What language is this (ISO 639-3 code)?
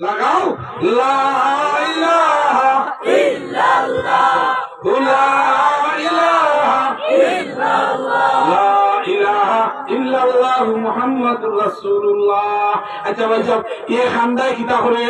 syl